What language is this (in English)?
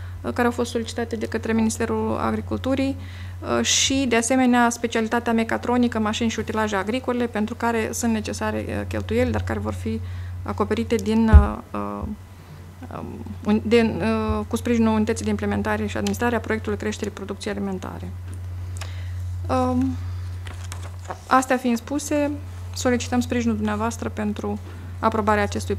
Romanian